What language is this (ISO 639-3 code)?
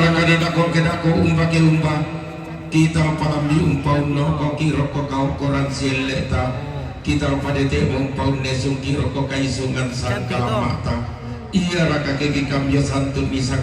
sda